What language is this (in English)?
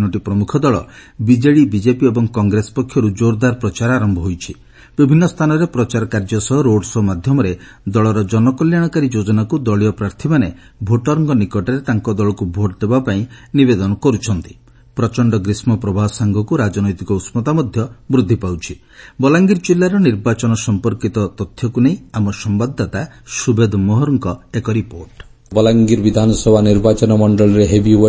Odia